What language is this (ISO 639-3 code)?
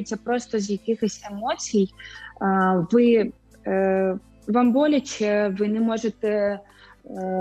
ukr